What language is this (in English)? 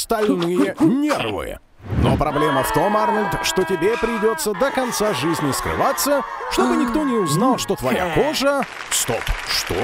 Russian